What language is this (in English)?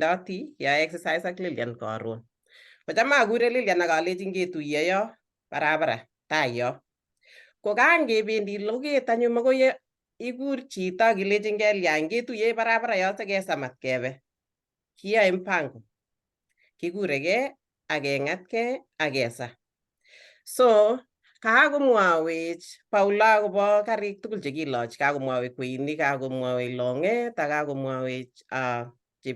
Kalenjin